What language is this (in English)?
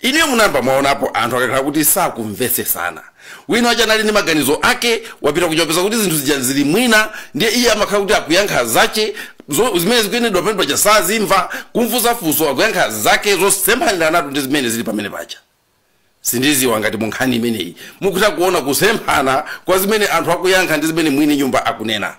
Nyanja